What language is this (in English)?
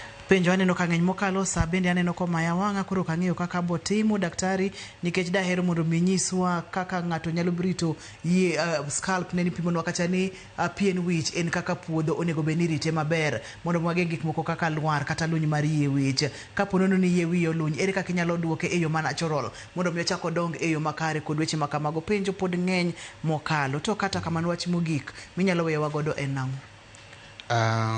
Luo (Kenya and Tanzania)